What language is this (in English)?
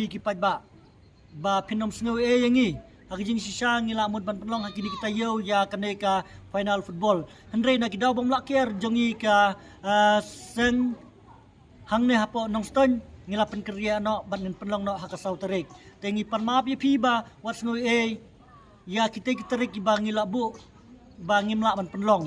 Khasi